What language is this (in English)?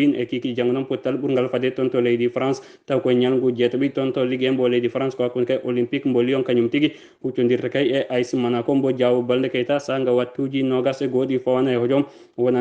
Fula